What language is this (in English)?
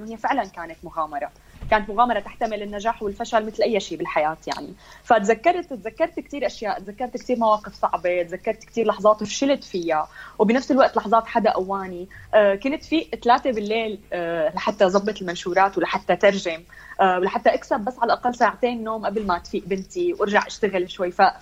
North Levantine Arabic